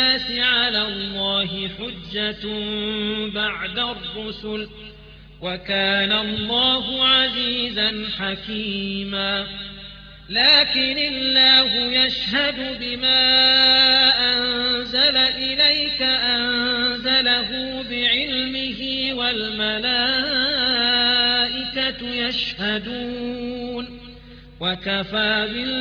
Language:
Arabic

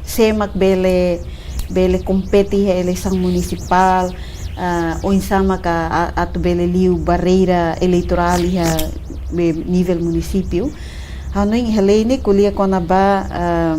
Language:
Tetum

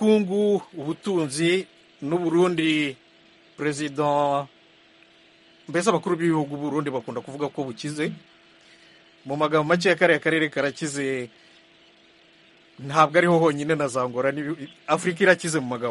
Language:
Kinyarwanda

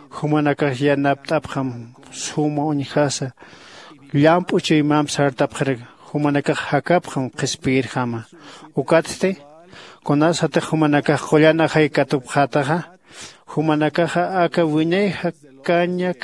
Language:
Aymara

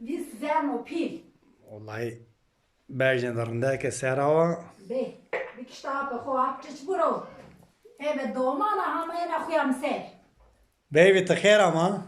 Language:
Zaza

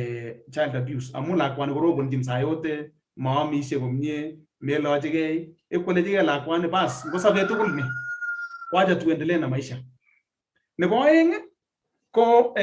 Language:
Kalenjin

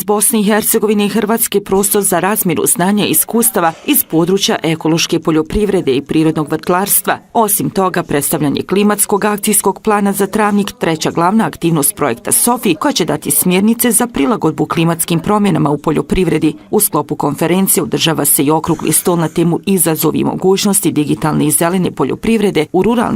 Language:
Bosnian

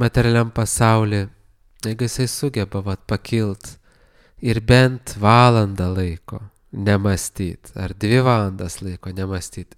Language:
Lithuanian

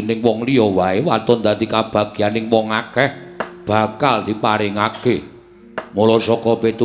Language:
Javanese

